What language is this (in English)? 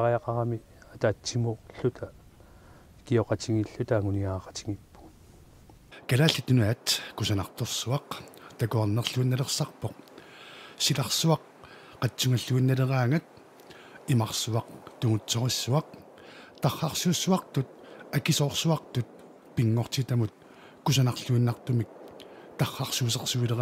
Kalaallisut